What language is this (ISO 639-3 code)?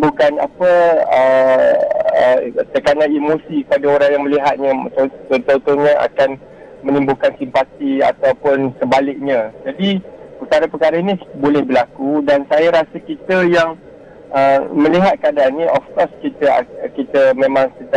msa